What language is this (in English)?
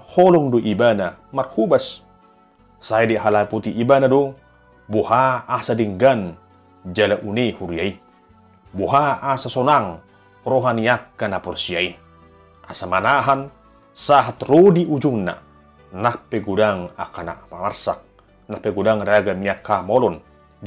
Batak Toba